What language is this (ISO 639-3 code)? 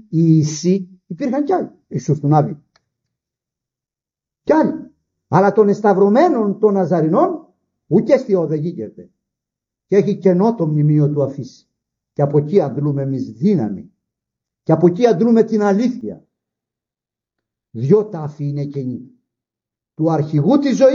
ell